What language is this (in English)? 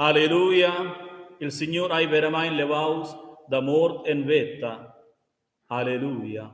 Romansh